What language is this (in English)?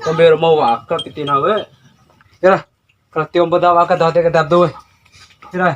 Bima